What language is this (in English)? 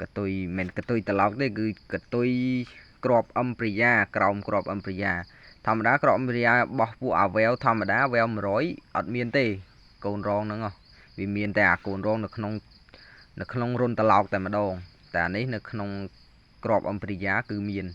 Khmer